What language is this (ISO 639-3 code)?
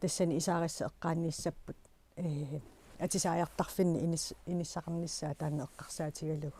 kal